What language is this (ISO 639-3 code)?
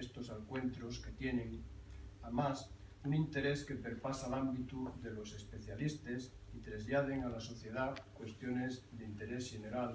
ast